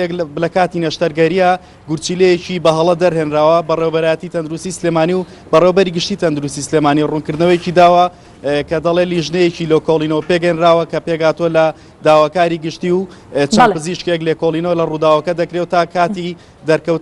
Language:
Central Kurdish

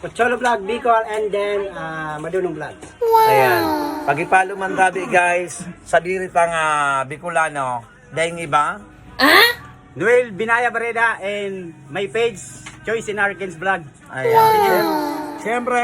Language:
Bikol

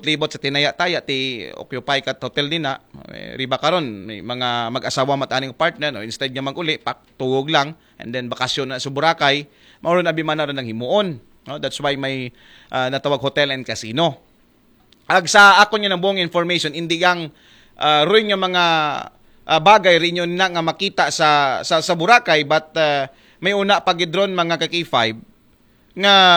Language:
Aklanon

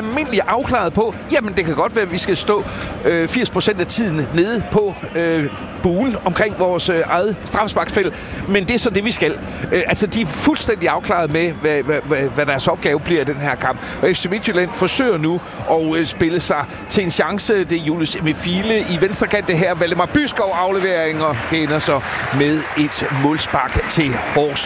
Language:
Danish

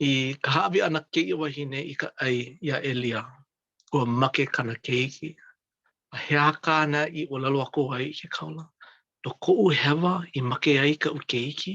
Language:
Hawaiian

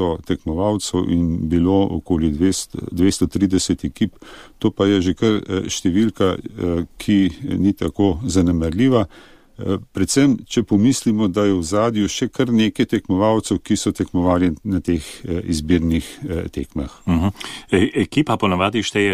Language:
Slovenian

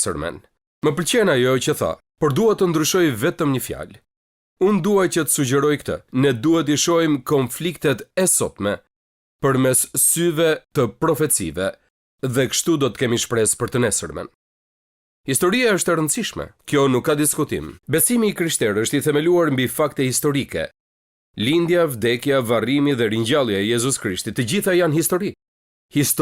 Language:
Albanian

